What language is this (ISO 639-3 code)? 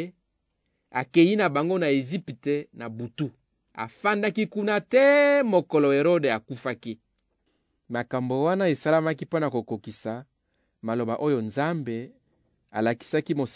lin